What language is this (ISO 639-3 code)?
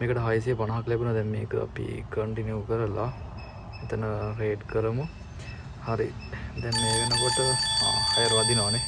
sin